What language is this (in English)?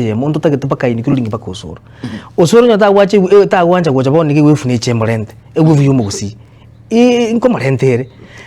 Gusii